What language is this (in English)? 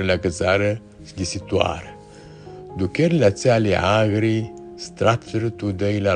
Aromanian